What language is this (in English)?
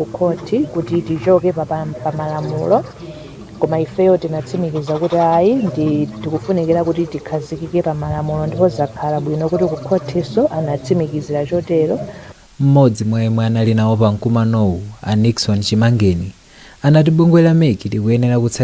Nyanja